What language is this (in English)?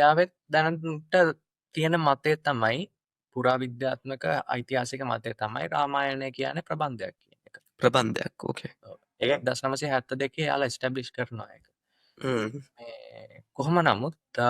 Sinhala